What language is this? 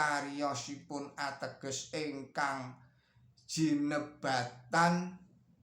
Javanese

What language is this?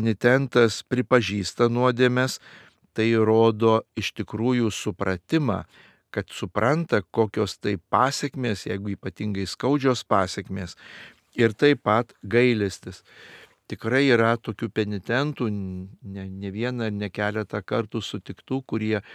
Lithuanian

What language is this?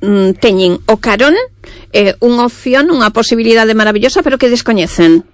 Galician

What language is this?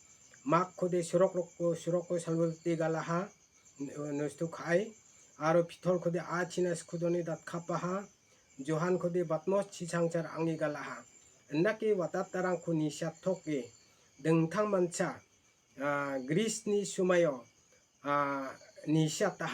Garo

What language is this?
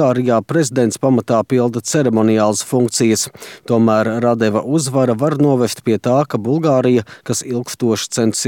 Latvian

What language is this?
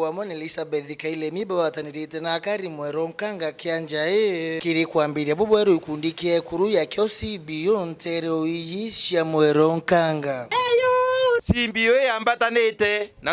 Meru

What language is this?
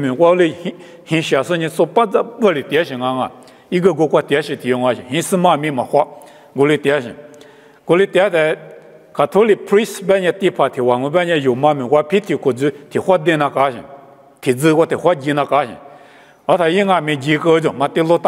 Lisu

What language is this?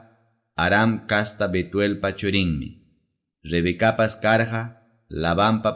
Ayacucho Quechua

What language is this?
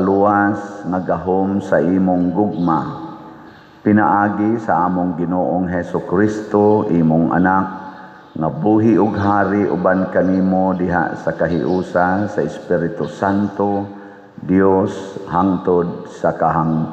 Cebuano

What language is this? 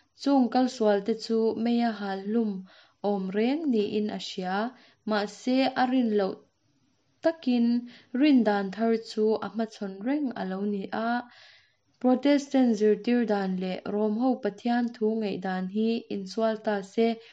Mizo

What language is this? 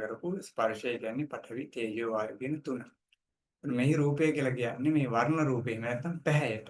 Sinhala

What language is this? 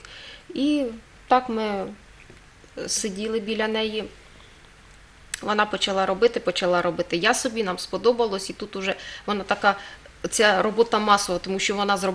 Ukrainian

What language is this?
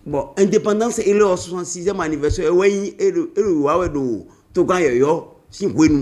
Fon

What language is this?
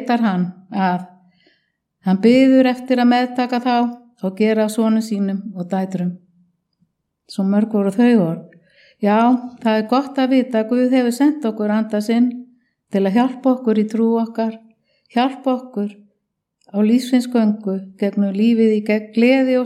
Icelandic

